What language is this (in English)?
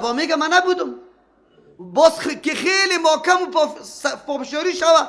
Persian